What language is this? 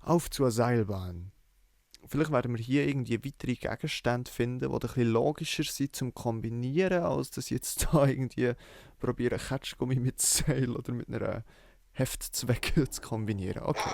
Swiss German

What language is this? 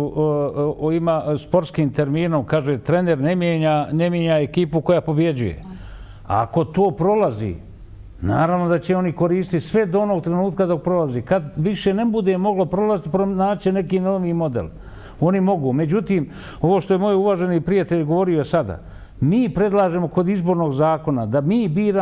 Bosnian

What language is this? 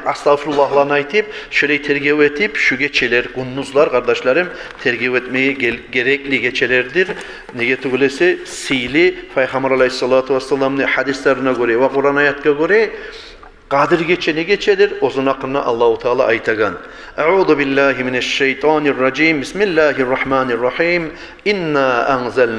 Kumyk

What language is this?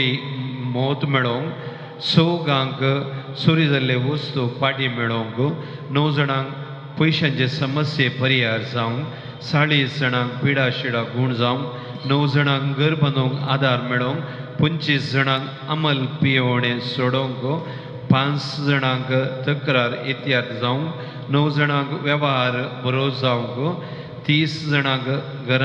Konkani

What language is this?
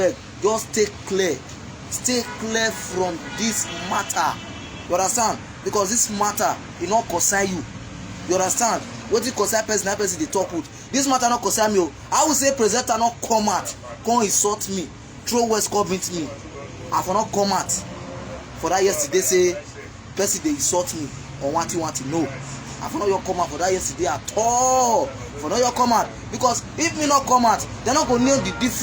Nigerian Pidgin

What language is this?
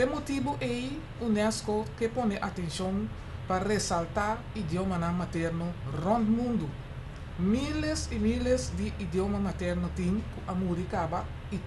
Papiamento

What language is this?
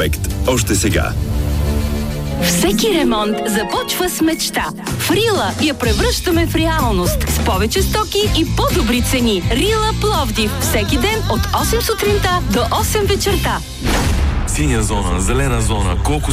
Bulgarian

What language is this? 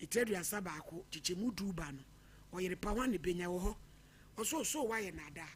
Akan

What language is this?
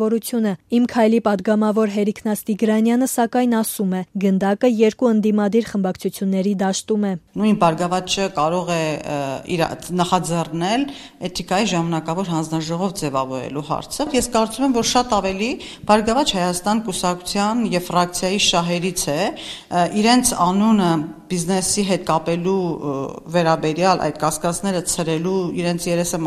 Armenian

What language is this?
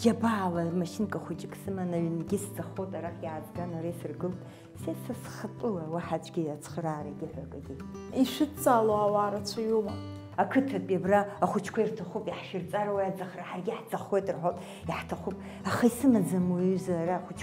Abkhazian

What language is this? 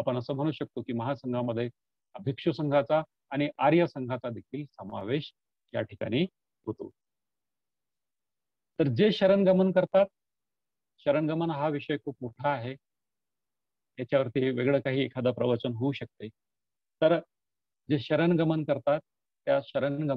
Marathi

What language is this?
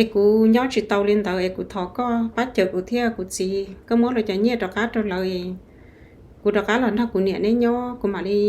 Hmong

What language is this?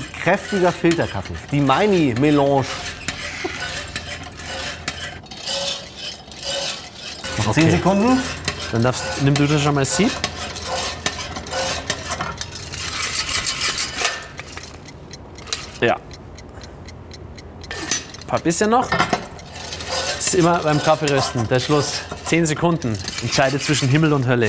German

